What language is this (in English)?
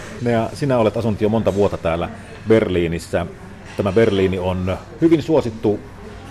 Finnish